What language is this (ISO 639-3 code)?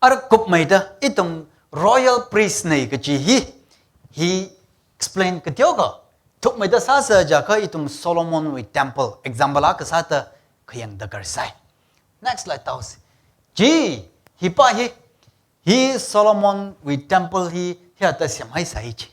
nmf